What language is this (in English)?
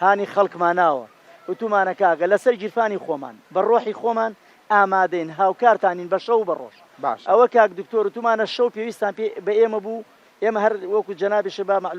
Central Kurdish